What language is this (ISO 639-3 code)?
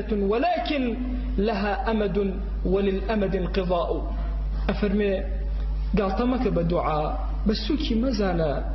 ckb